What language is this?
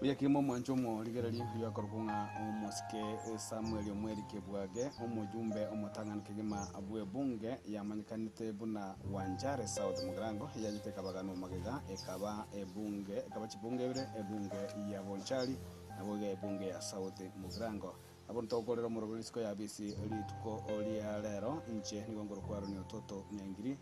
Gusii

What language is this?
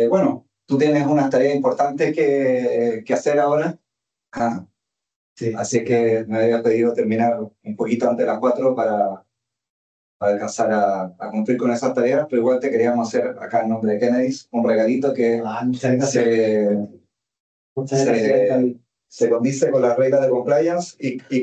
Spanish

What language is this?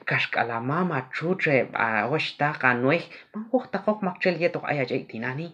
Q'anjob'al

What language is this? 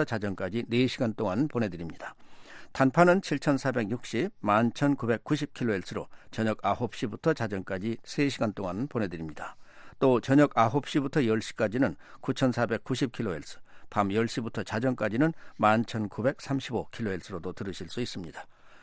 Korean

